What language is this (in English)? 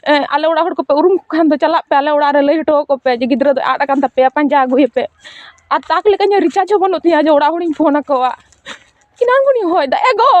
Santali